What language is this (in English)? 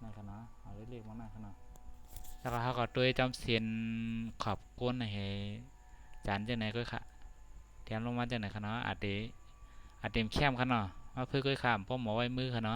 Shan